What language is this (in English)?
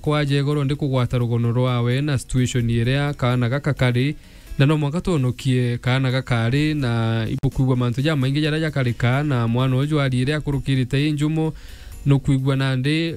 Meru